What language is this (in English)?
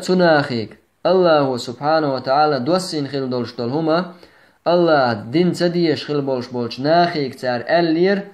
Chechen